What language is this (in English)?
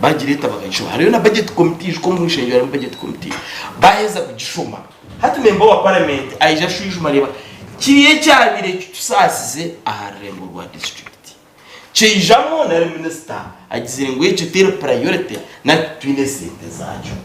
Nyankole